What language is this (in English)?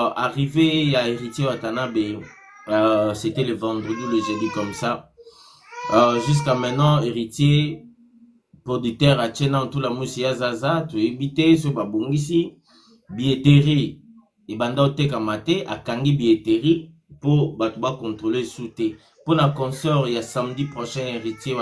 Lingala